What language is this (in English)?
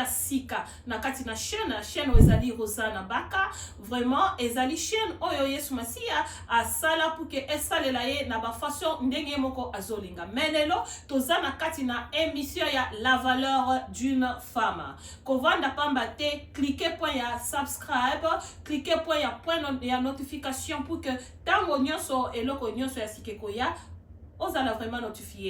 Lingala